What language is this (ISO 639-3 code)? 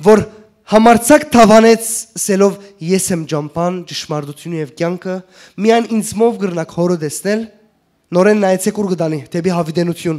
hyw